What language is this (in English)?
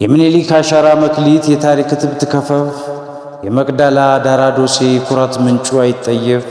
Amharic